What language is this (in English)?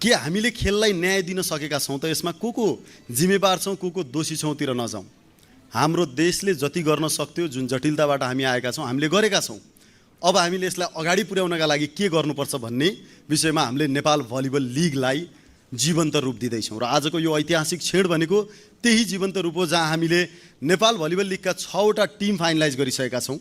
Nepali